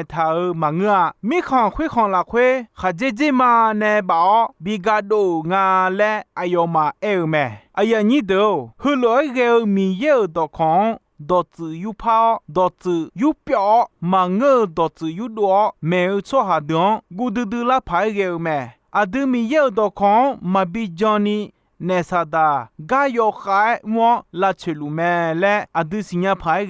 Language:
Akha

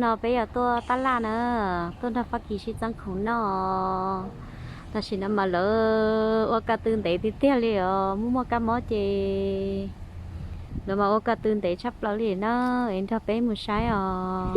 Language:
Hmong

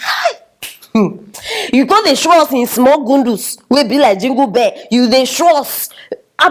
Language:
Nigerian Pidgin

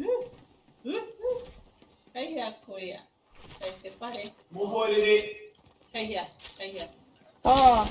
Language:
Māori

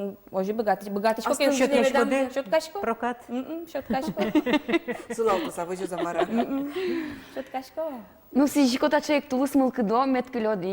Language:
Udmurt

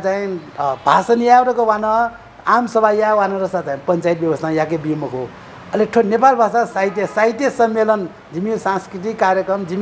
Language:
Newari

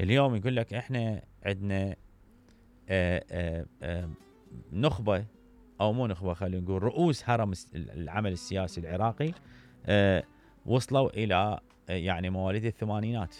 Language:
Mesopotamian Arabic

